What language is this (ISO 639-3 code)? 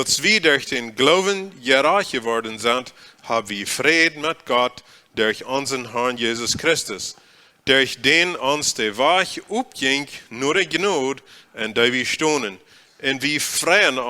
pdt